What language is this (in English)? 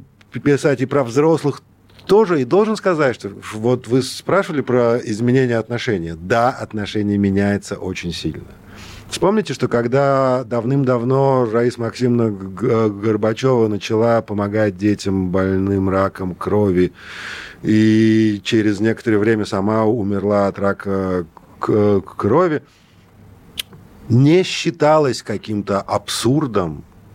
Russian